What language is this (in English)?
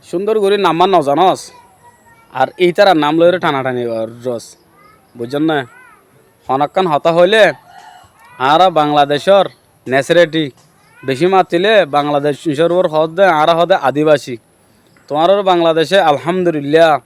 Rohingya